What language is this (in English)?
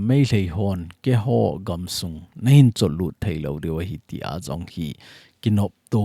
Thado Chin